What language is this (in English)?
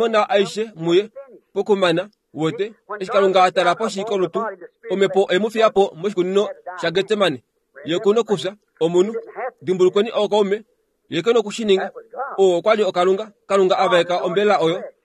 Kuanyama